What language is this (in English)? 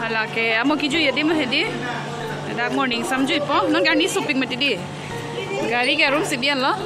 Karbi